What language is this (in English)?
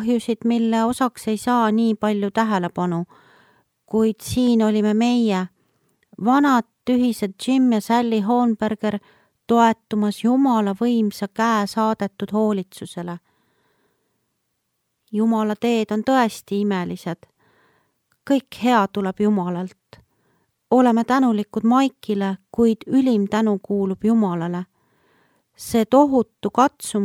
Estonian